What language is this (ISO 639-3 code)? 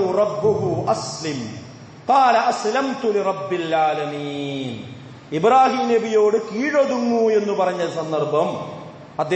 mal